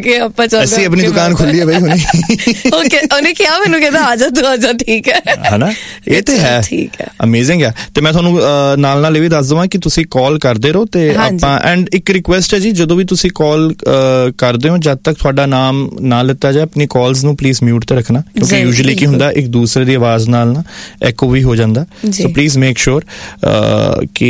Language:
Punjabi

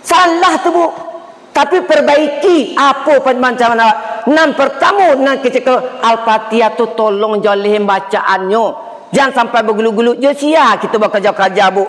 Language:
Minangkabau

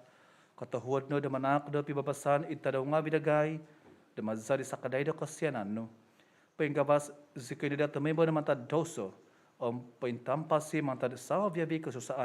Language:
Central Dusun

